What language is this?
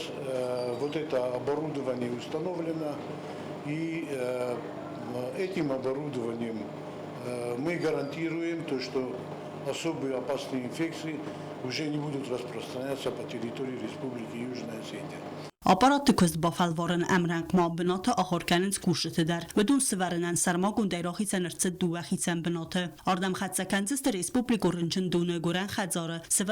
Ossetic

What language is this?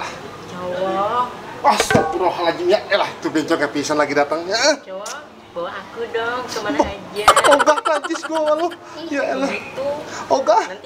Betawi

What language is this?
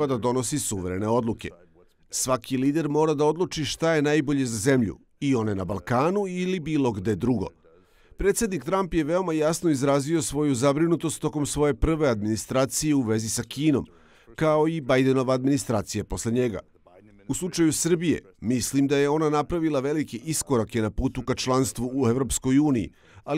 Serbian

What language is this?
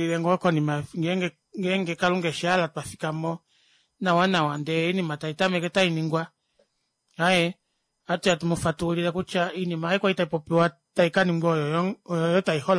Kuanyama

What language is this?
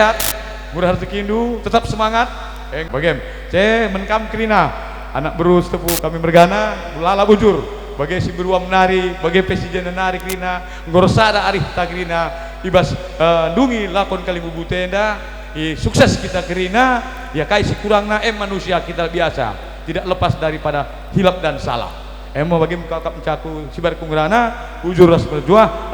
Batak Karo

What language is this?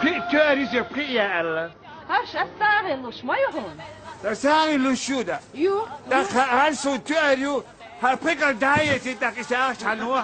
Chechen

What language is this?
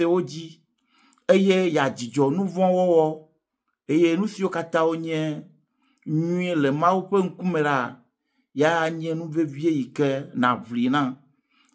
Ewe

